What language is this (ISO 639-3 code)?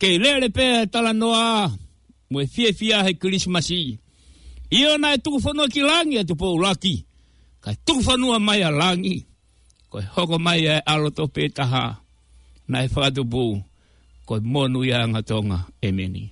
ton